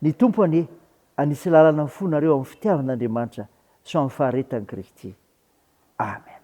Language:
Malagasy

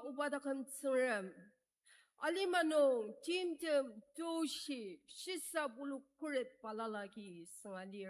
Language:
Ao Naga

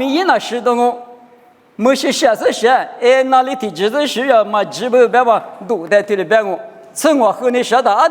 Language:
Lisu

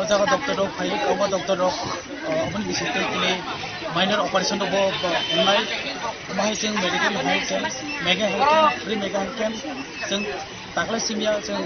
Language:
Kok Borok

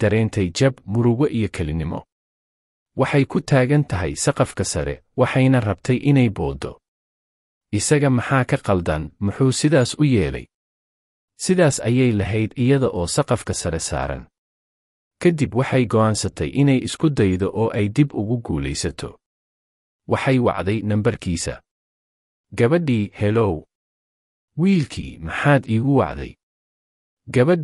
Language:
Somali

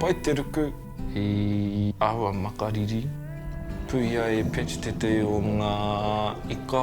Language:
Māori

